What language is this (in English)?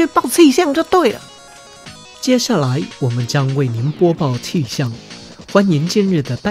Chinese